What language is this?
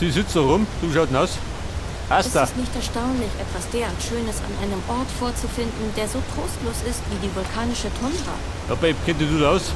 Bavarian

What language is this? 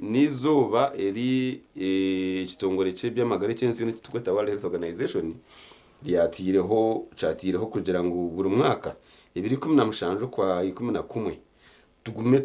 Nyankole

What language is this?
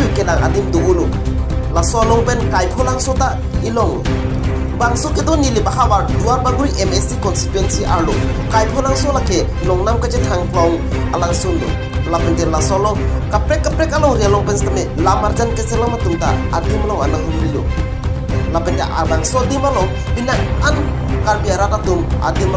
Karbi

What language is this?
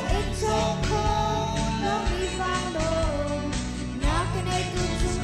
Hakha Chin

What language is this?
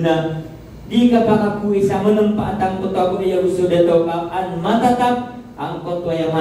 Maranao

